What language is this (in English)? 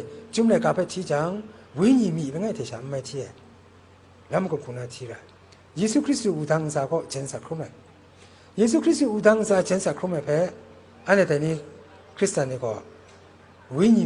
Kachin